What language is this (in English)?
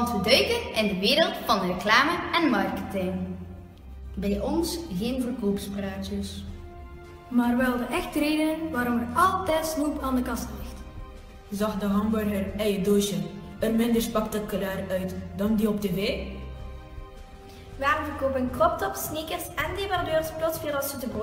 Dutch